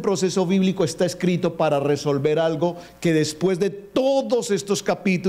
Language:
Spanish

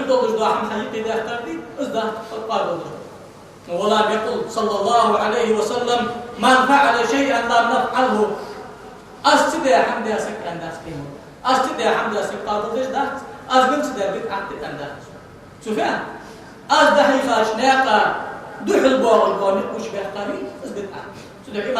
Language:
Ingush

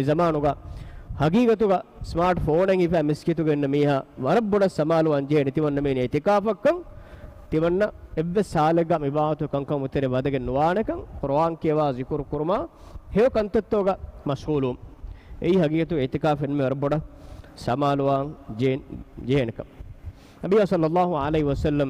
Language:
Divehi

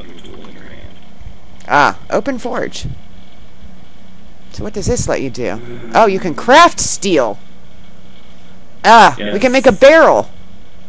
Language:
English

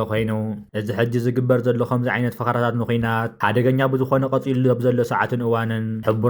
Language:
Tigrinya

